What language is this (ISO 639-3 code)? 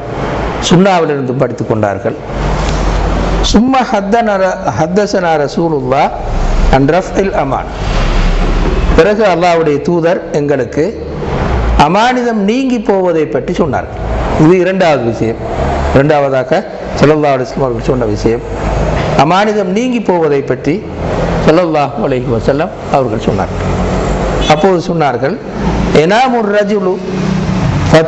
tam